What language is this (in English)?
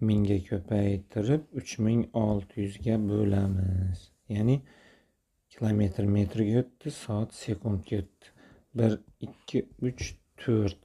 Uzbek